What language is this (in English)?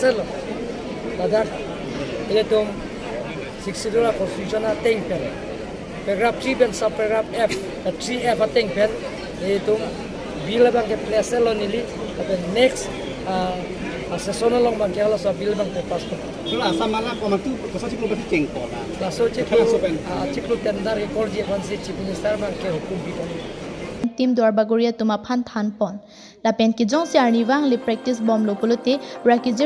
Karbi